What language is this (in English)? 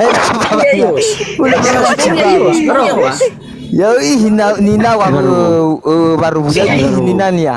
Nias